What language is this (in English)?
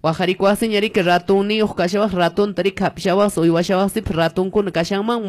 Quechua